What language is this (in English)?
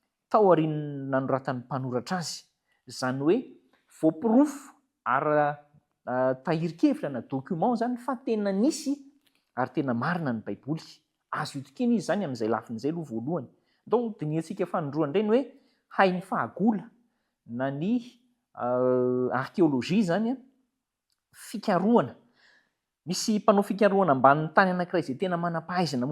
Malagasy